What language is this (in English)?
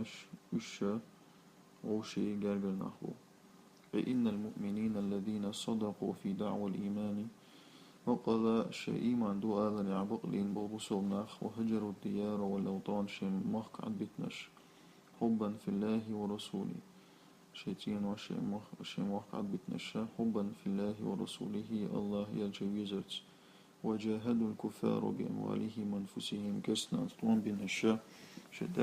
Chechen